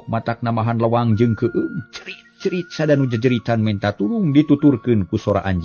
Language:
Sundanese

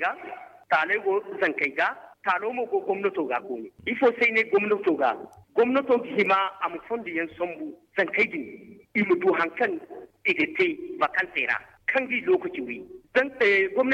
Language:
Zarma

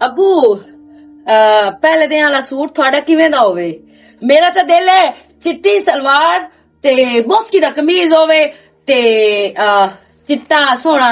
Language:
Western Panjabi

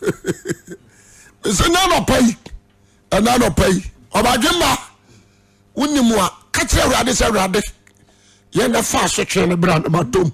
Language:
Akan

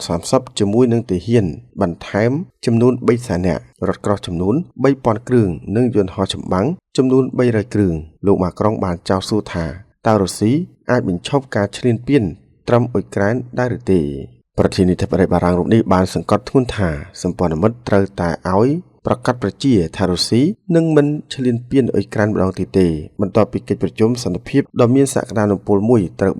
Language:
Khmer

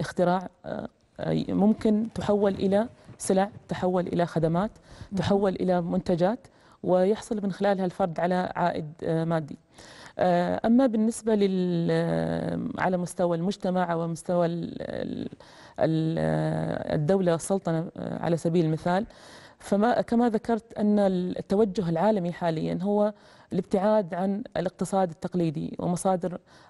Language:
Arabic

